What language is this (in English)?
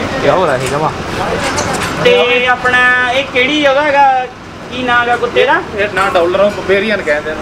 Punjabi